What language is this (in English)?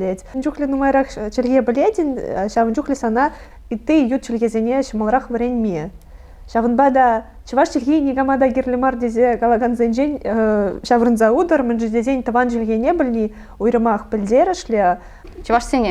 Chuvash